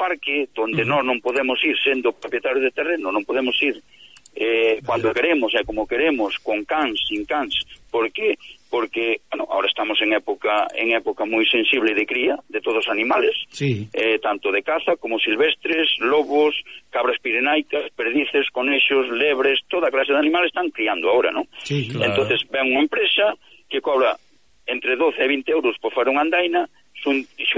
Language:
Galician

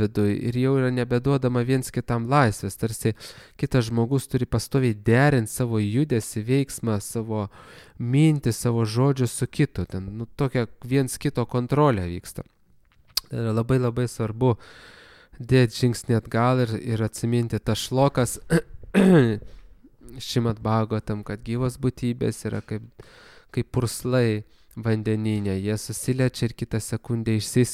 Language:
Lithuanian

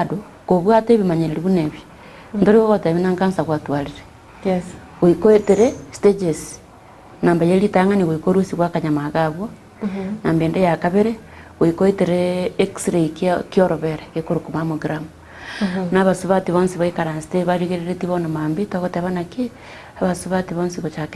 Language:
Gusii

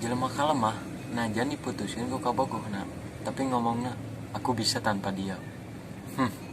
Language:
Sundanese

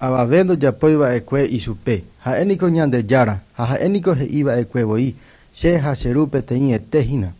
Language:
Guarani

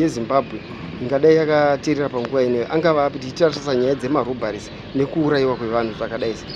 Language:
Shona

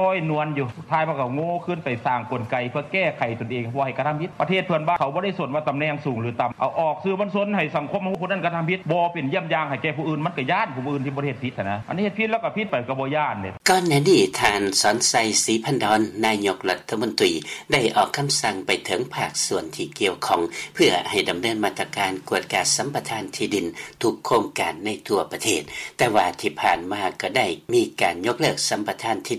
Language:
Lao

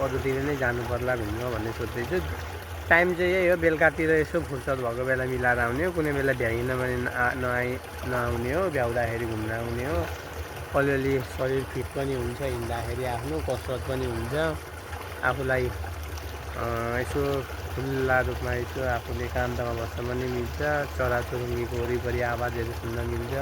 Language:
Nepali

